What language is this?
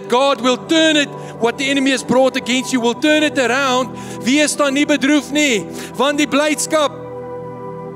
Afrikaans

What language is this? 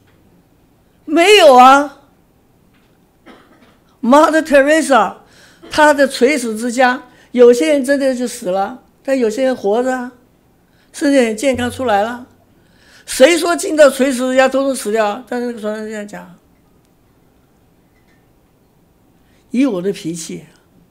Chinese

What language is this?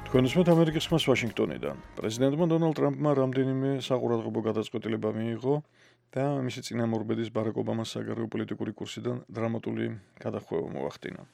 Georgian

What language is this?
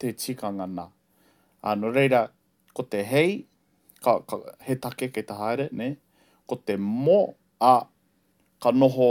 Māori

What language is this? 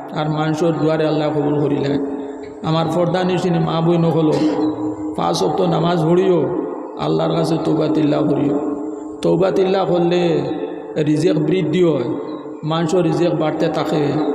Sylheti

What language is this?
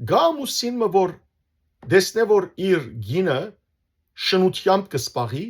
Western Armenian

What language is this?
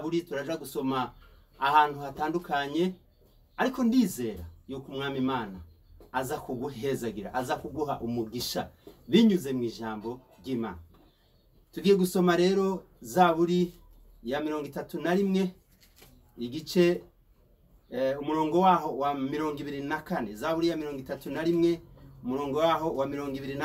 Rundi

